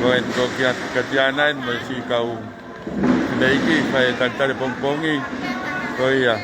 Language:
Tongan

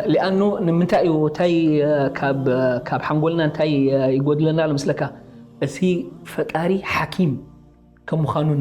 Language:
Tigrinya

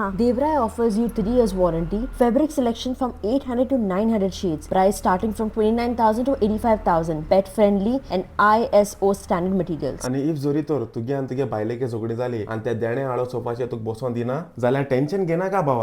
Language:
Konkani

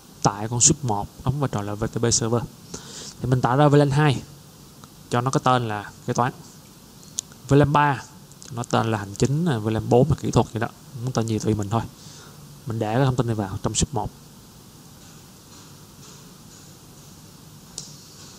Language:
Vietnamese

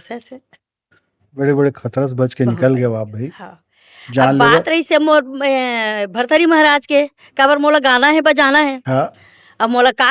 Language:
Chhattisgarhi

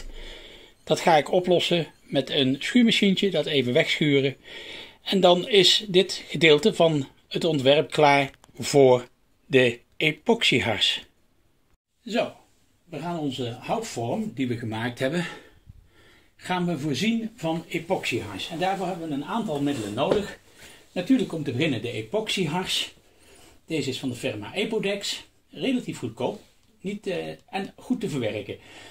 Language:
Dutch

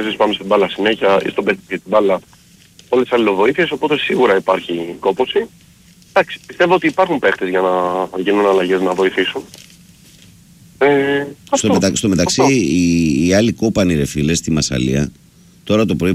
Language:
Greek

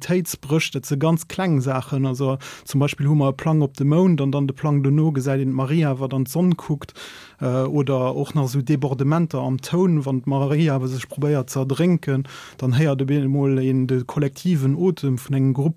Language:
Luxembourgish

